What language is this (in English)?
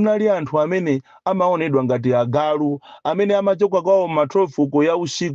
Nyanja